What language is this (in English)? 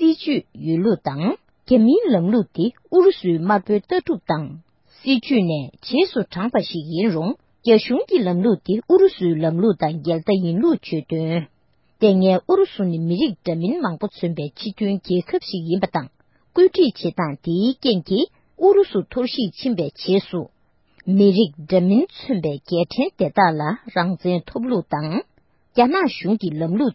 Tibetan